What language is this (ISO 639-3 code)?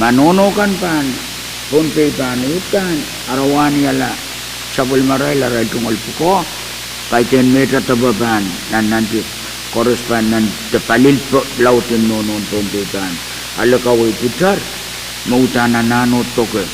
pon